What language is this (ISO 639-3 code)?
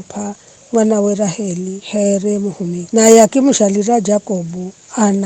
nyf